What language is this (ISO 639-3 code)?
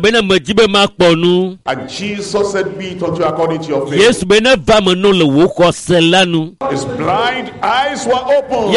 ewe